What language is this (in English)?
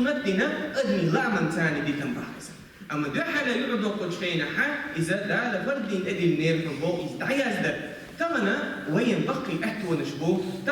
Chechen